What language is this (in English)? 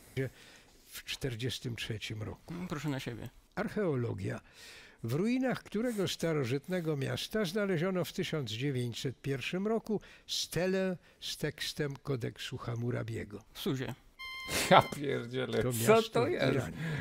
Polish